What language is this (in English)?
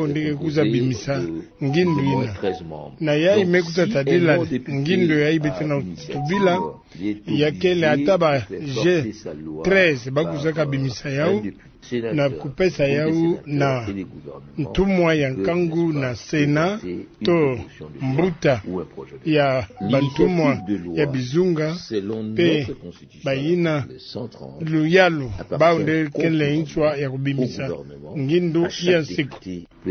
Kituba (Democratic Republic of Congo)